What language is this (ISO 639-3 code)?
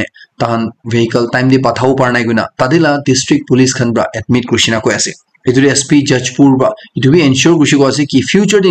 nag